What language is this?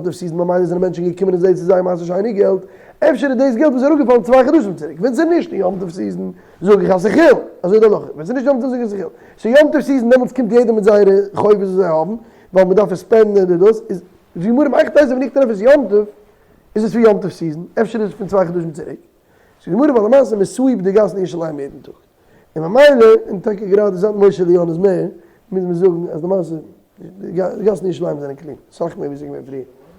Yiddish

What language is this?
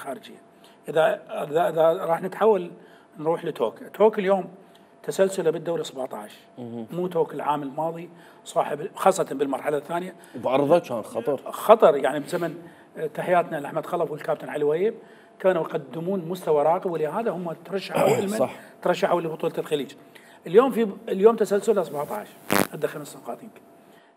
Mesopotamian Arabic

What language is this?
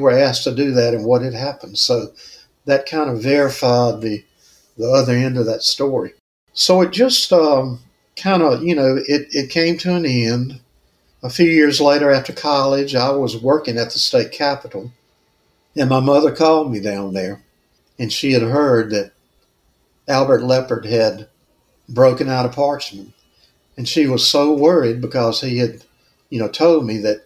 English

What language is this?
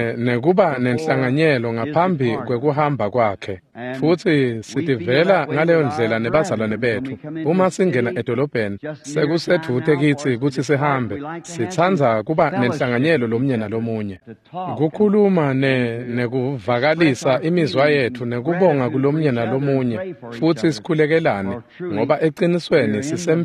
Swati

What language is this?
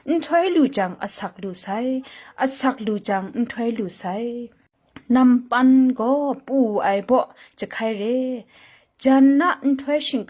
Kachin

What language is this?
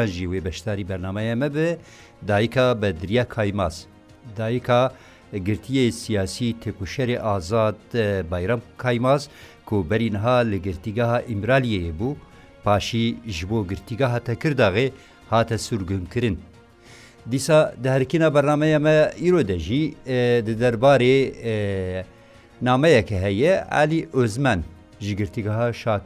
Kurdish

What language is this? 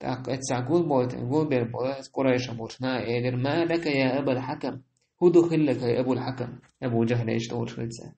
Chechen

